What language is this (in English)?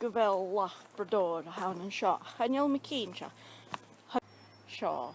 Scottish Gaelic